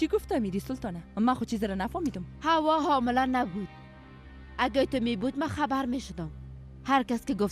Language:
Persian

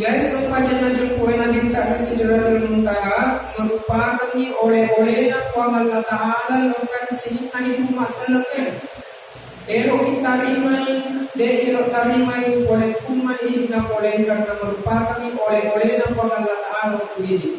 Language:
Buginese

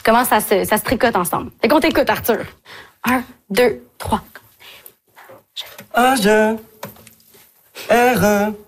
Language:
French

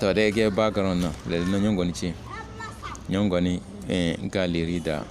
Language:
Tem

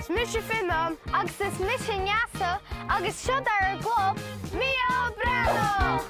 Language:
Irish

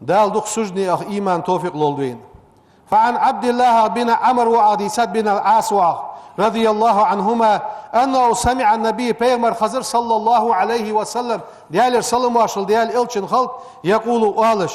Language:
Ingush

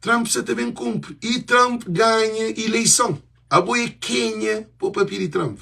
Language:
Kabuverdianu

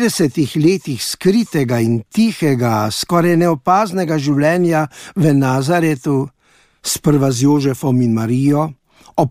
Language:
Slovenian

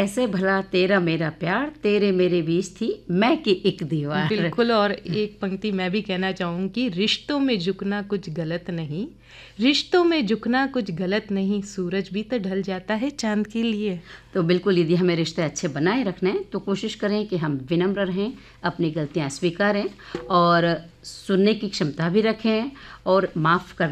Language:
Hindi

